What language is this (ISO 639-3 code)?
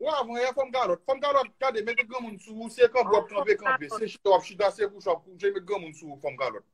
hat